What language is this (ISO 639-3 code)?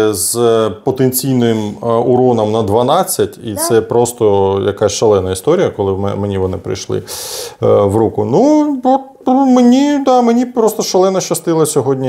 ukr